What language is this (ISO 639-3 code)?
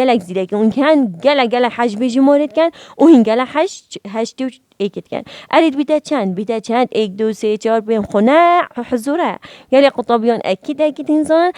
kur